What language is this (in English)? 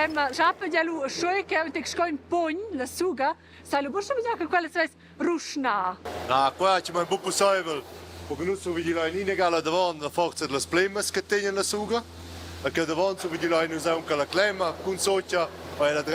Romansh